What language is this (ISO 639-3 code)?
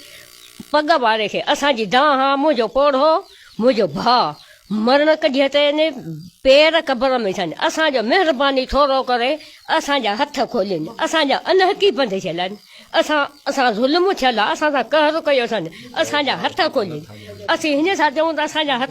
snd